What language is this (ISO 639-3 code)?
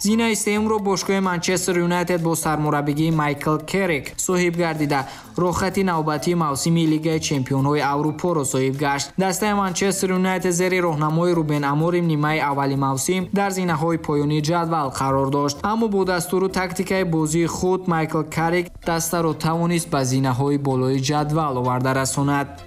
tgk